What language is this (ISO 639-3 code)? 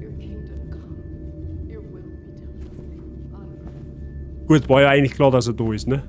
bar